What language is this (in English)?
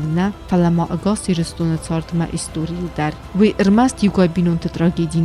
Ossetic